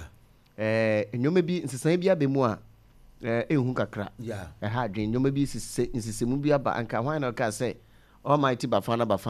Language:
Akan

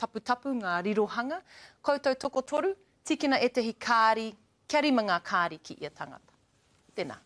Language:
Māori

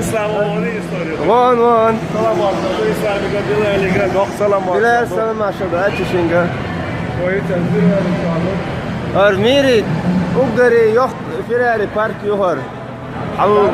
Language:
Chechen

